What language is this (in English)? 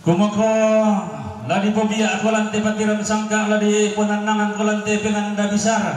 Toraja-Sa'dan